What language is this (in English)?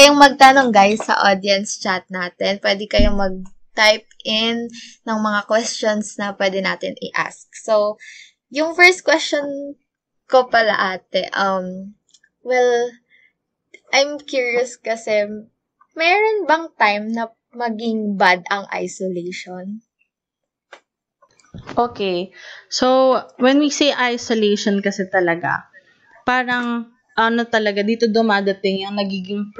Filipino